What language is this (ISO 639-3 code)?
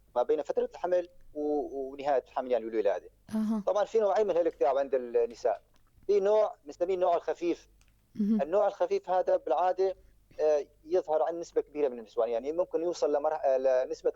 apc